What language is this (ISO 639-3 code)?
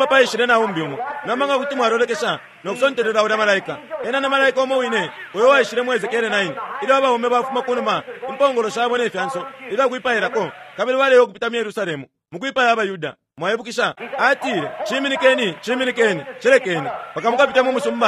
bem